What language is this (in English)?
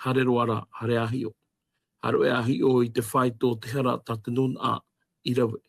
Tahitian